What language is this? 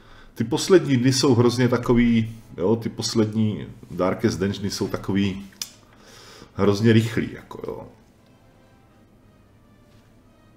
Czech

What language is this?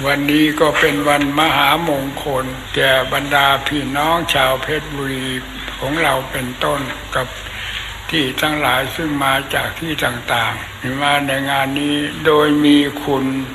Thai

